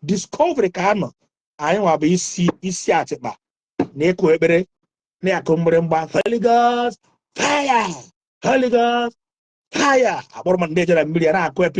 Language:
Igbo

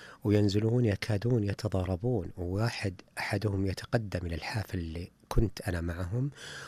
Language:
Najdi Arabic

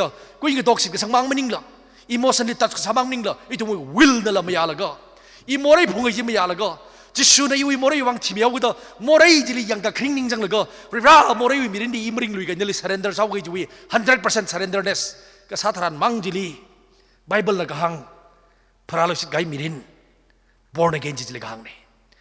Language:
Tangkhul Naga (India)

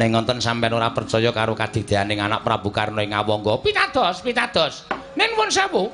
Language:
Javanese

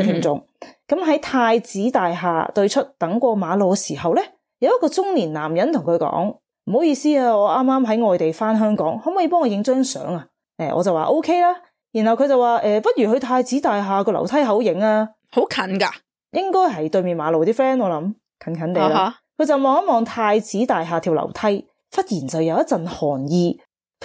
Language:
Cantonese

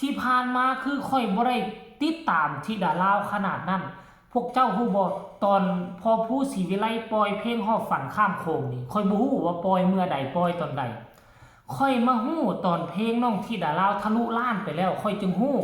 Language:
Northeastern Thai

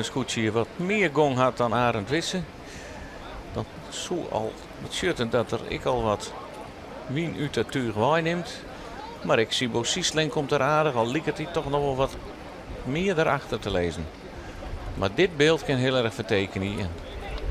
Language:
Western Frisian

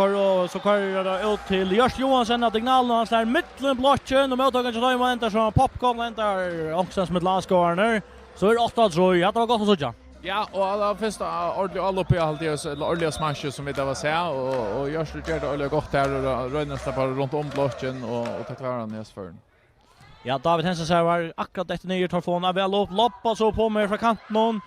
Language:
Faroese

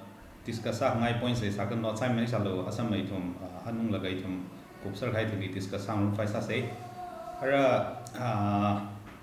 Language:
Tangkhul Naga (India)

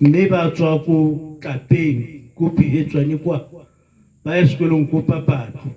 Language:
Tswana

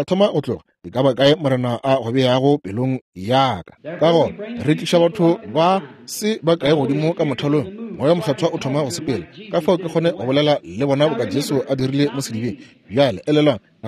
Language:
Northern Sotho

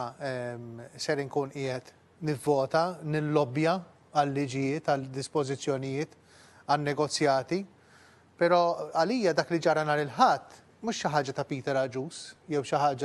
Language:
Maltese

